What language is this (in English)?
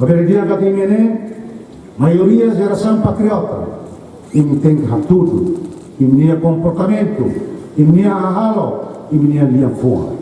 Tetum